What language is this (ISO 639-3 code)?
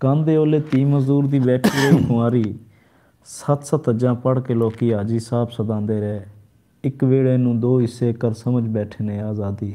skr